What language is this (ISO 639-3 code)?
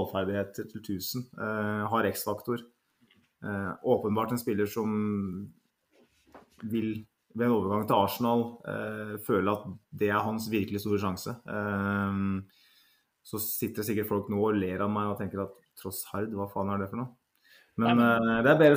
nor